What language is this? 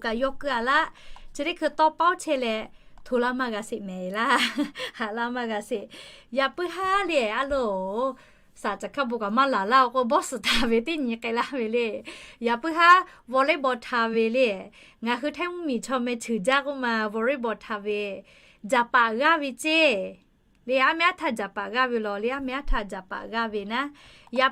Lahu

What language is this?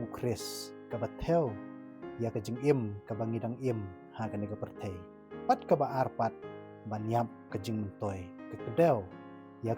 Khasi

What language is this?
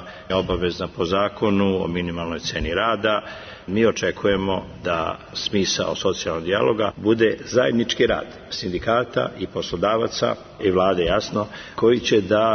Serbian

